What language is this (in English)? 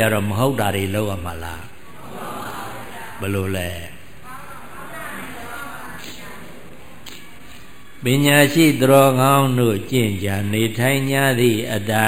Burmese